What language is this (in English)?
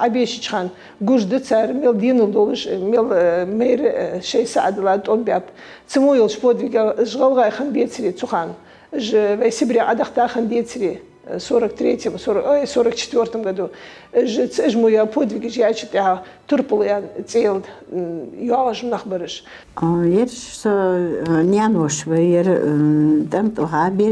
Ingush